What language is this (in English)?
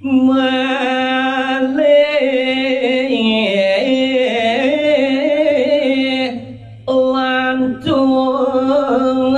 Balinese